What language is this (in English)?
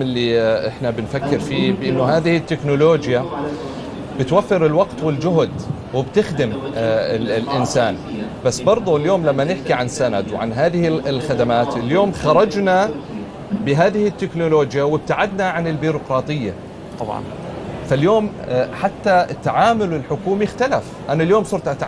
North Levantine Arabic